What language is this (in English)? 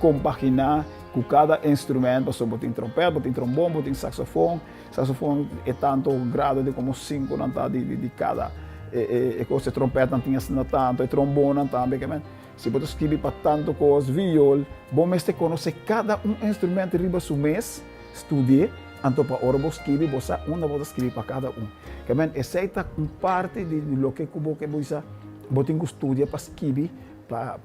Papiamento